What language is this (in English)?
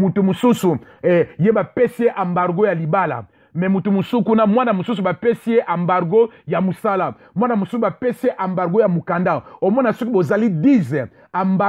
Lingala